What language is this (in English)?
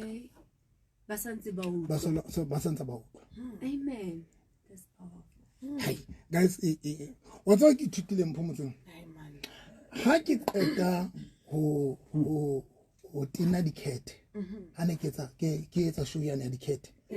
Southern Sotho